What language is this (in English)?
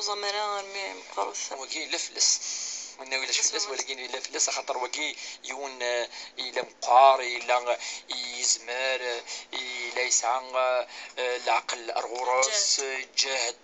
Kabyle